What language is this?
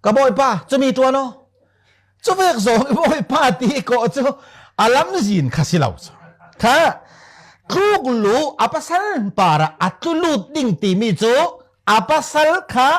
Falam Chin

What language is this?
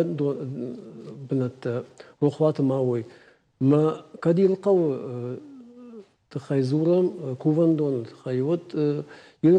Ossetic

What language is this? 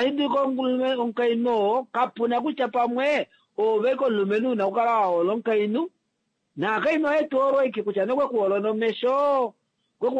Kuanyama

